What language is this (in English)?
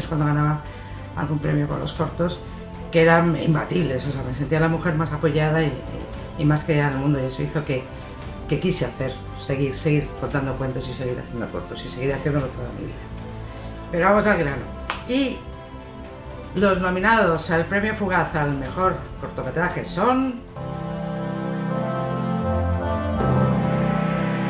Spanish